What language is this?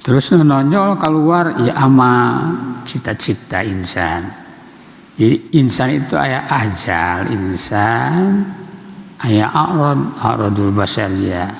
Sundanese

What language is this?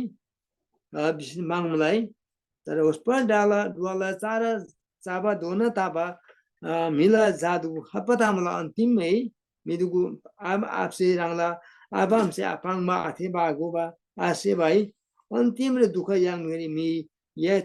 Eastern Tamang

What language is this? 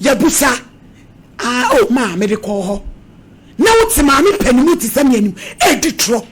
Akan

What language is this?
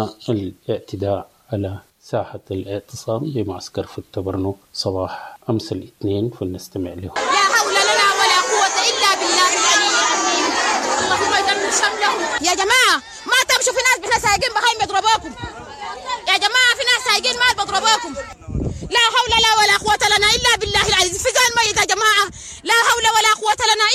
Sudanese Arabic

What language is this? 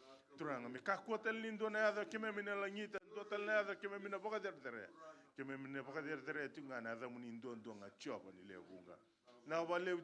Fijian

